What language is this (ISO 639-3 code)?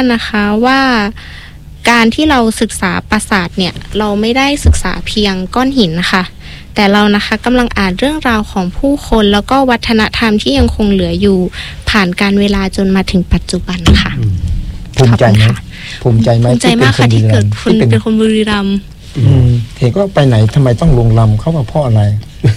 tha